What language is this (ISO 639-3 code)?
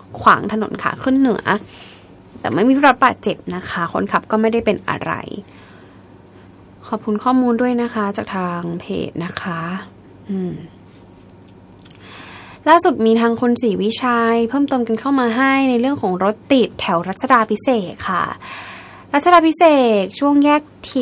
tha